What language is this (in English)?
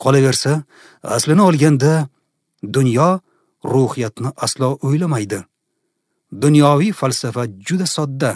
Uzbek